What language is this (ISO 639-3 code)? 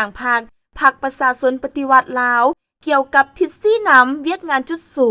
lao